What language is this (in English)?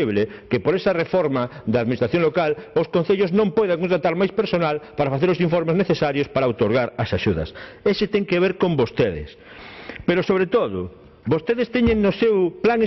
Galician